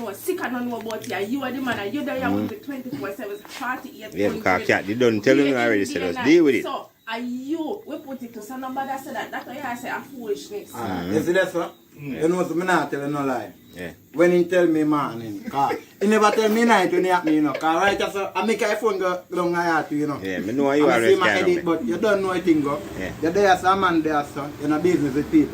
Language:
Jamaican Creole English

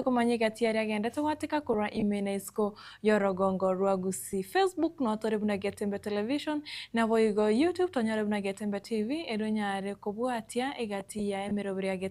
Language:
Gusii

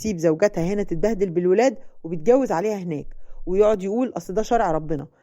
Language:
Egyptian Arabic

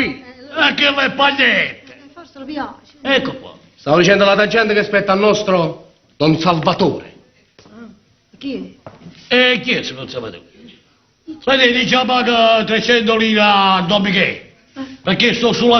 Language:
Neapolitan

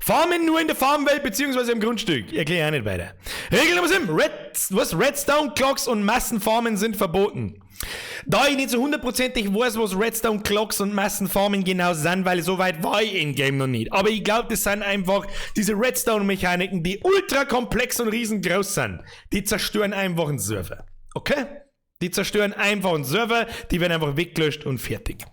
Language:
Bavarian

